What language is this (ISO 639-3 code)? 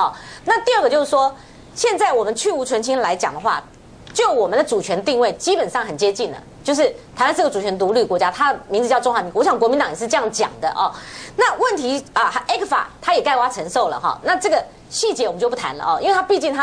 zho